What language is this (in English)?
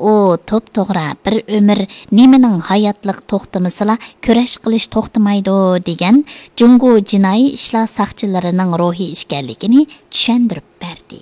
Uyghur